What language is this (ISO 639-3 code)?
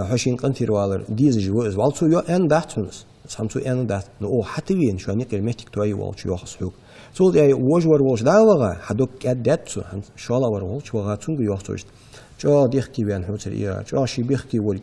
inh